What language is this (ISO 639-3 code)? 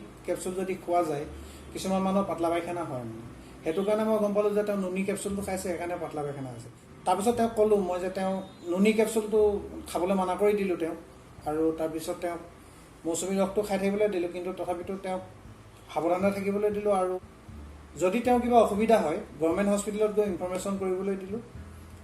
asm